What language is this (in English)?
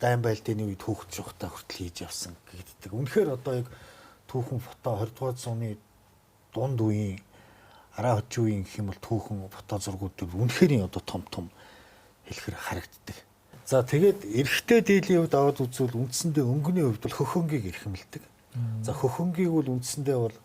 Mongolian